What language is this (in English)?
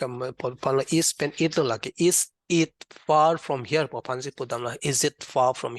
Karbi